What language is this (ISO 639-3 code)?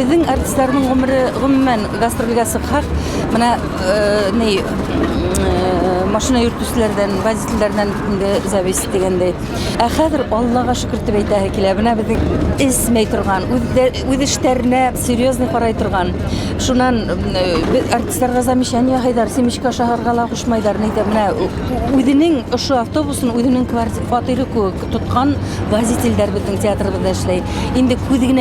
bak